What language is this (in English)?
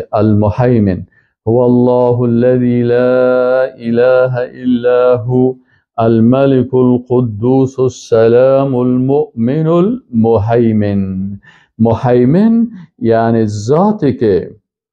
Persian